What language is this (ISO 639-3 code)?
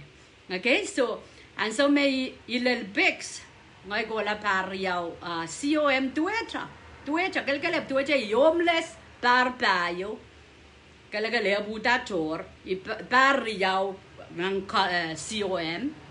pon